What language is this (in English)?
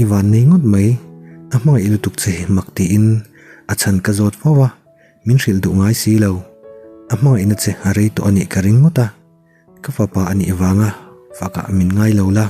Mizo